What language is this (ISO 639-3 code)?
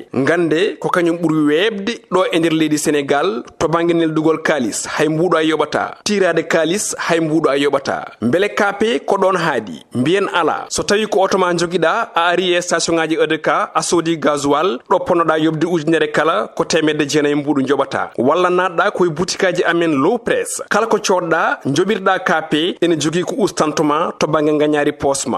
ful